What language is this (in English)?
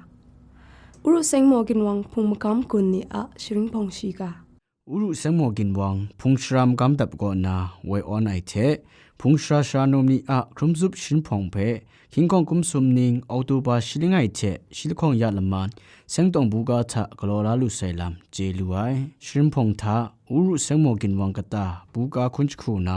Kachin